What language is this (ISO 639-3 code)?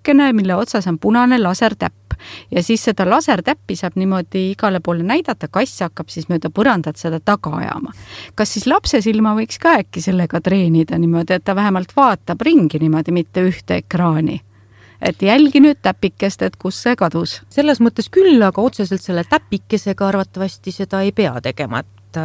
est